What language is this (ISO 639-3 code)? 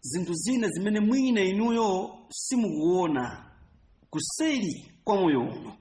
nya